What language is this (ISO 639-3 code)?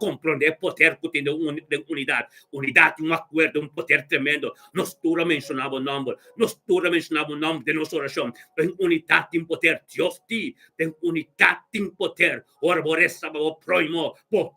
pap